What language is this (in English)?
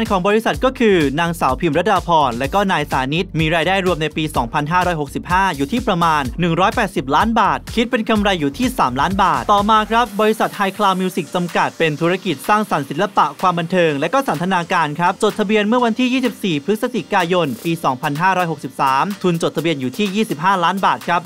Thai